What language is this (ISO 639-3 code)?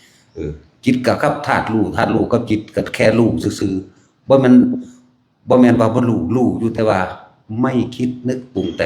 tts